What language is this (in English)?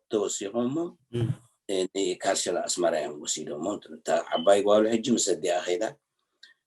Tigrinya